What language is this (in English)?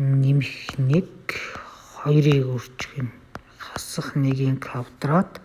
Mongolian